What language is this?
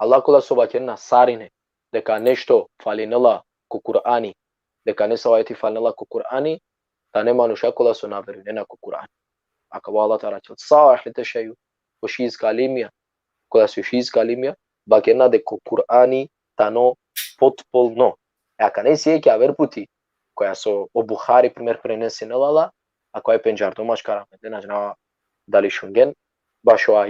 Balkan Romani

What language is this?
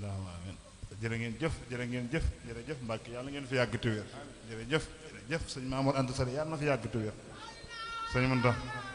Wolof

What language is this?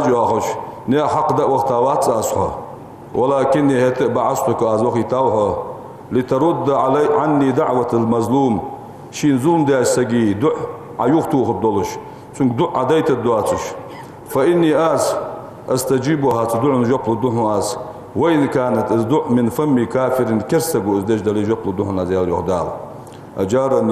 Ingush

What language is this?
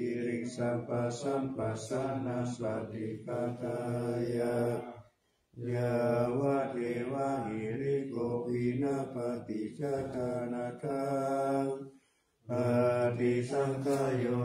Pali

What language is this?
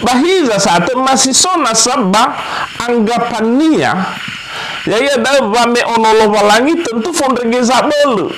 Nias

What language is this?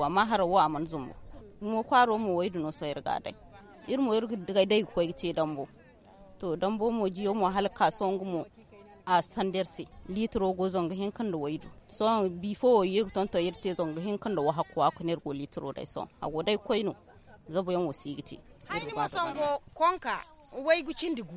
Zarma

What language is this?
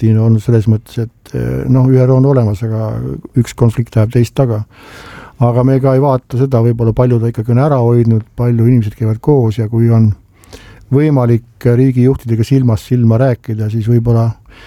Estonian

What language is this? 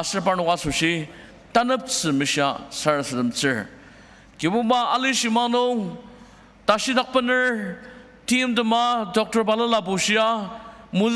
Ao Naga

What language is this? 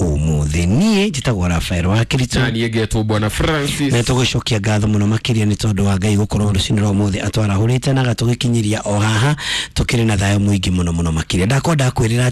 Kikuyu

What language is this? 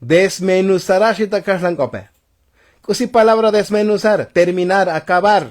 Tzotzil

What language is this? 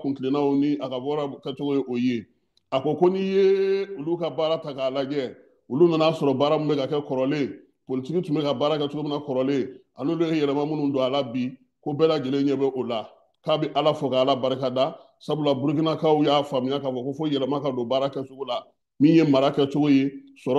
Bambara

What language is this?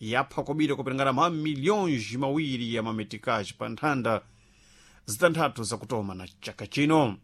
Sena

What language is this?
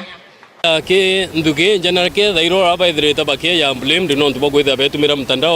Meru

